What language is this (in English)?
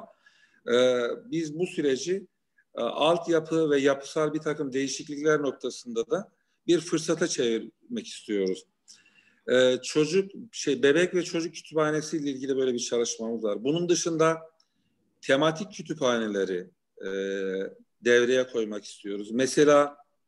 Turkish